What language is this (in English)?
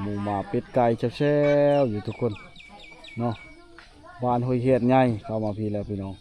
Lao